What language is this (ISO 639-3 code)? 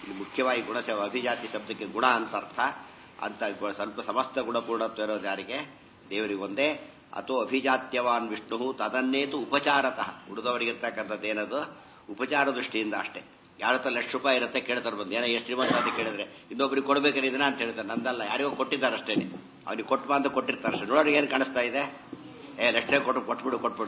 kan